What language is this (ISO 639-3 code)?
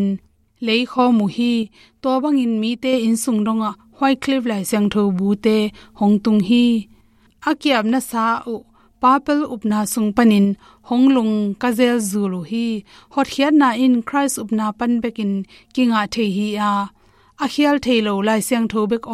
ctd